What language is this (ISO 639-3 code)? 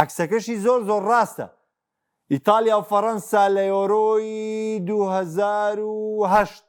ckb